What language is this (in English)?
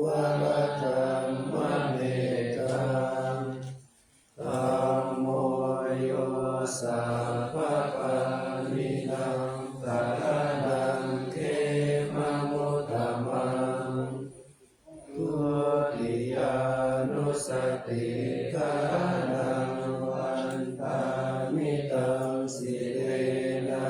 Pali